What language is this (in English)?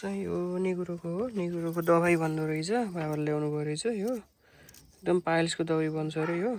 Nepali